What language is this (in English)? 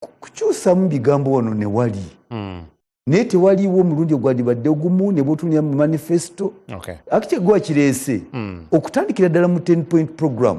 Ganda